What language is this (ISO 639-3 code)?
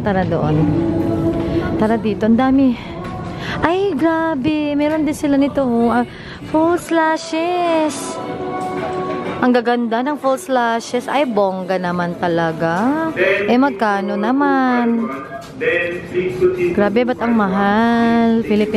fil